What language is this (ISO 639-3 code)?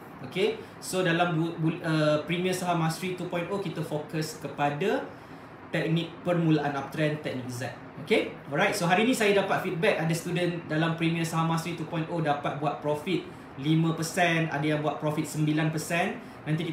msa